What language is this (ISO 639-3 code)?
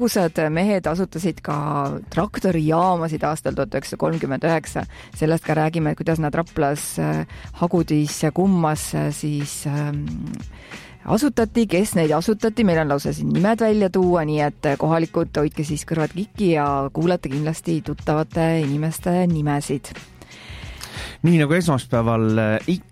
est